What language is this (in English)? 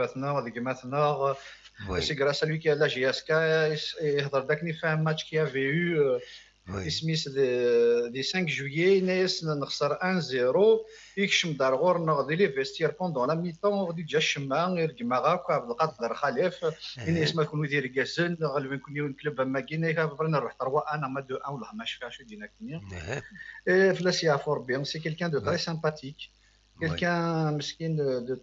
Kabyle